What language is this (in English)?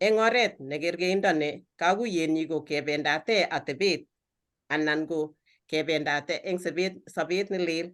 Kalenjin